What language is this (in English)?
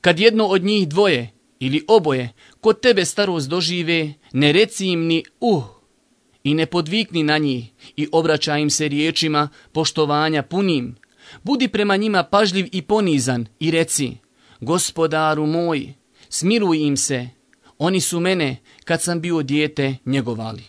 Bosnian